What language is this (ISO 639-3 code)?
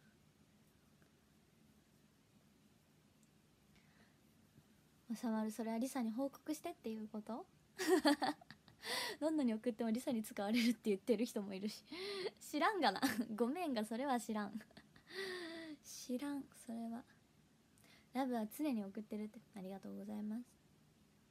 jpn